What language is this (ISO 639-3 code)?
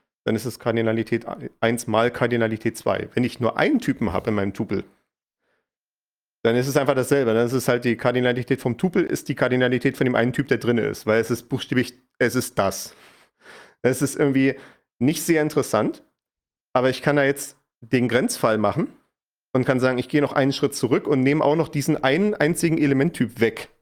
deu